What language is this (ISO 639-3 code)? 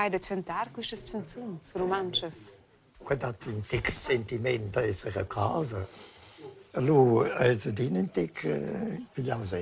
roh